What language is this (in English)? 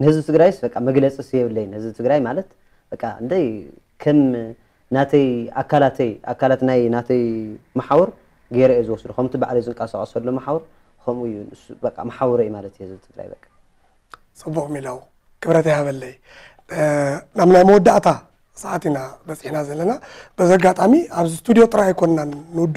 Tigrinya